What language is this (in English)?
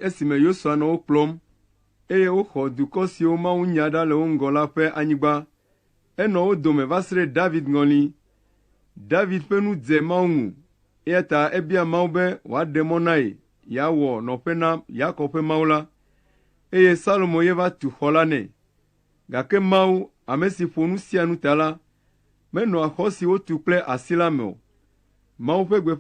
Ewe